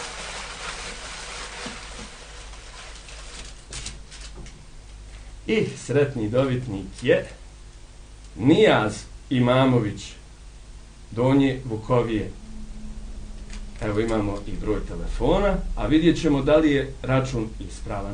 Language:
Bosnian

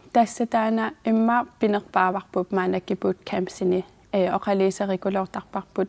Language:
Kalaallisut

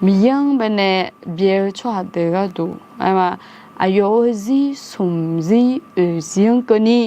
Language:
Akha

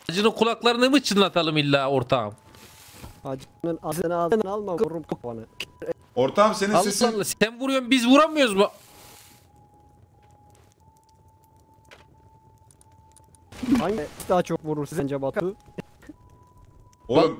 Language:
Turkish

